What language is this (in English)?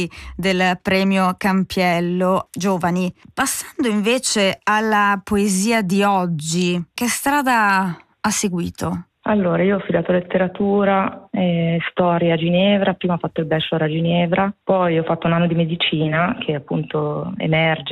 Italian